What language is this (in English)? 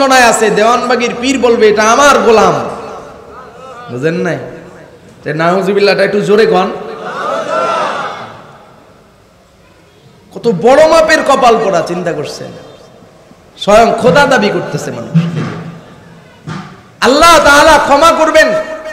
Bangla